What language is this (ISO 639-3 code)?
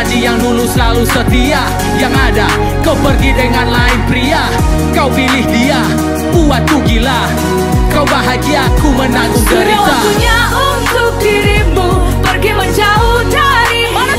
ind